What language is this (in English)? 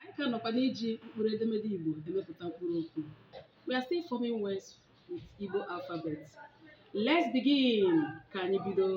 Igbo